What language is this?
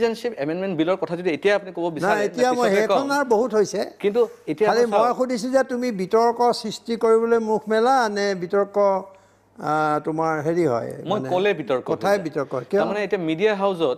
Assamese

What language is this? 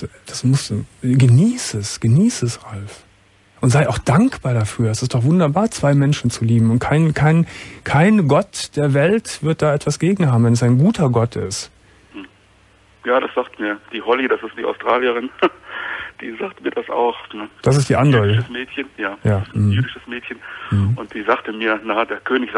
German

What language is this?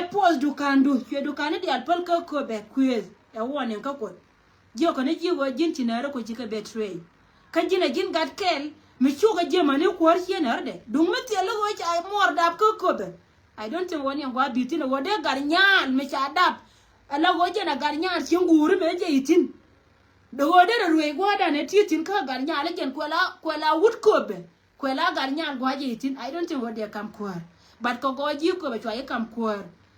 Nuer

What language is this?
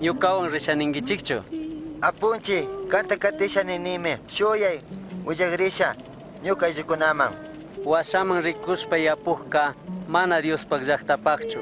Chimborazo Highland Quichua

